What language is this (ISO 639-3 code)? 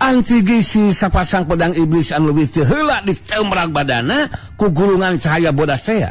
sun